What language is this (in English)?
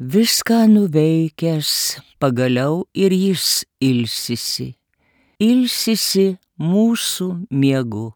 Lithuanian